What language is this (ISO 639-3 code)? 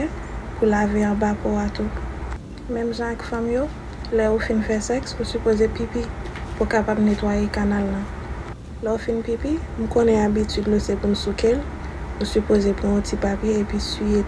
hat